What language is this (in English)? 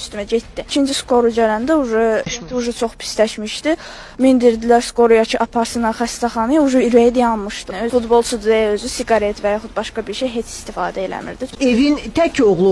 Azerbaijani